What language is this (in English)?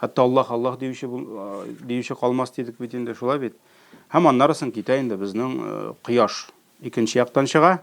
Tatar